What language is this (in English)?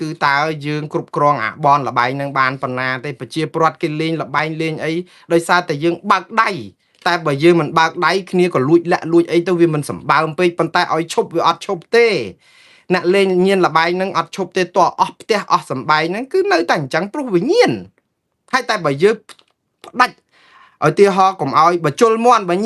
Khmer